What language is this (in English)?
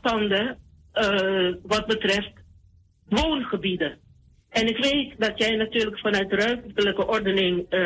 Dutch